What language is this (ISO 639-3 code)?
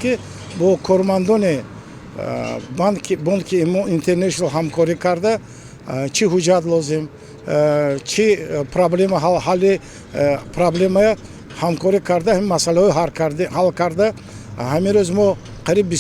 tgk